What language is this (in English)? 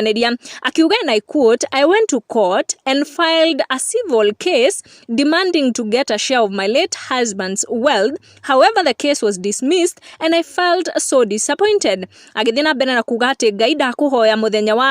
Kikuyu